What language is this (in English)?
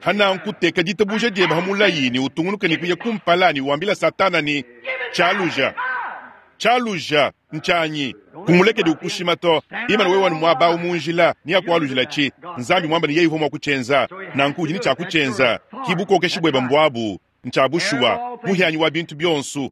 Luba-Lulua